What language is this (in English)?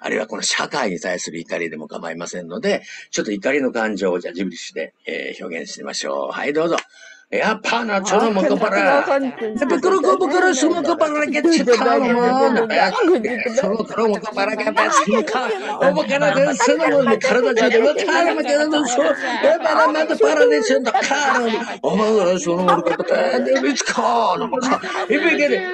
Japanese